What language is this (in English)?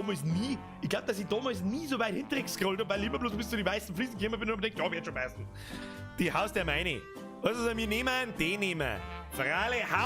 Bavarian